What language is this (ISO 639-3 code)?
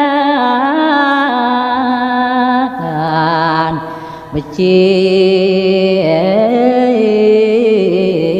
ban